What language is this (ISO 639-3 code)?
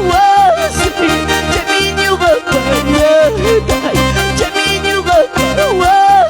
quy